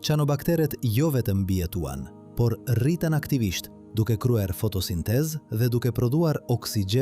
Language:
Albanian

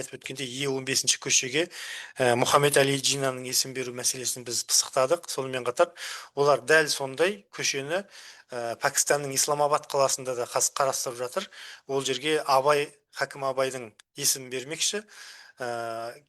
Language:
Kazakh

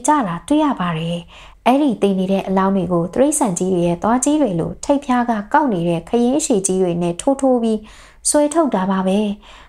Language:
Burmese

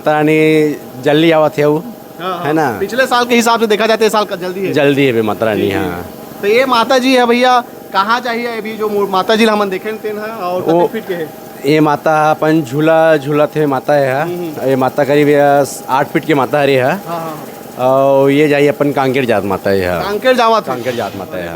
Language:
Chhattisgarhi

